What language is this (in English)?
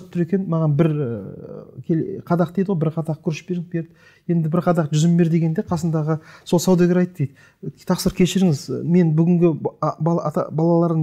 Kazakh